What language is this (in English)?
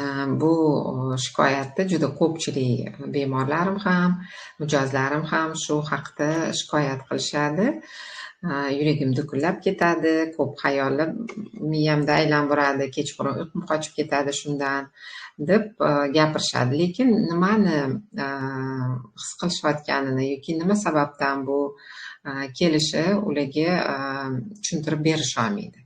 Uzbek